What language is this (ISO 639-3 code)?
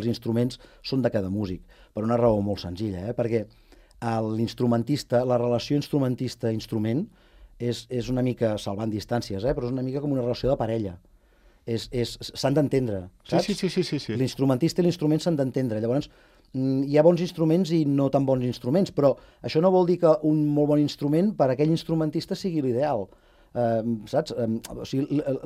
cat